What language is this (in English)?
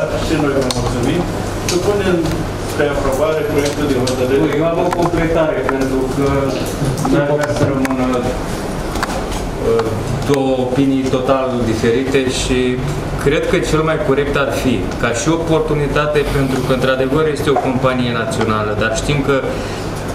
Romanian